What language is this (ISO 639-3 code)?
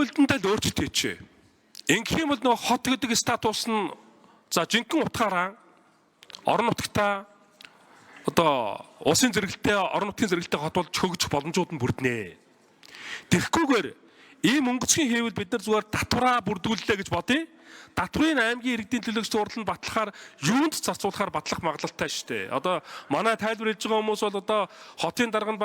mon